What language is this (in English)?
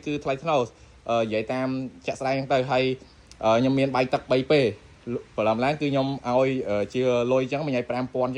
Khmer